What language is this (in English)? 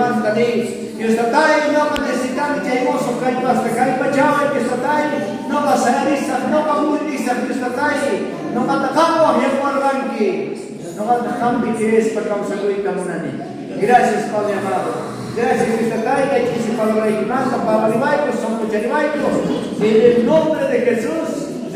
South Bolivian Quechua